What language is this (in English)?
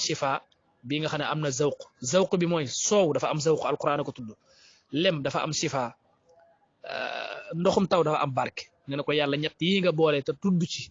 Wolof